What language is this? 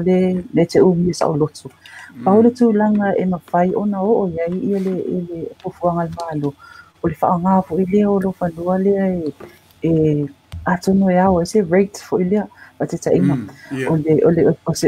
Samoan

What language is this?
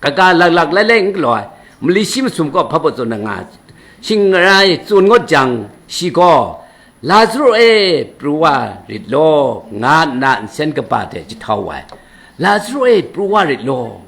Kachin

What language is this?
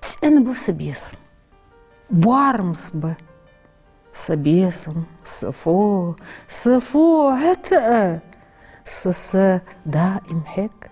Ingush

